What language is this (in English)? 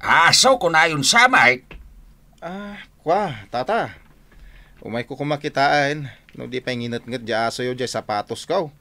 Iloko